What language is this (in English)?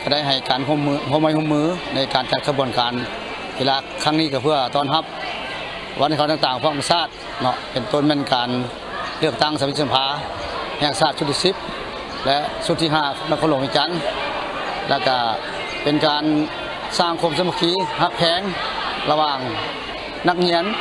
Lao